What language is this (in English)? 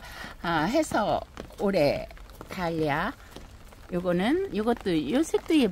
Korean